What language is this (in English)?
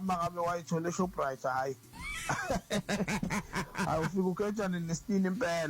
Zulu